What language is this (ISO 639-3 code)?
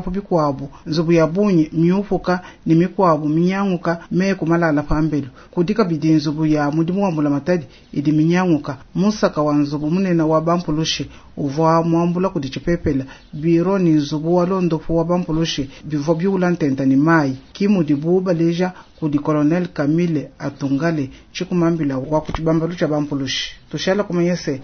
lua